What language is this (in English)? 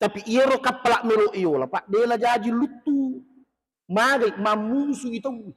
Buginese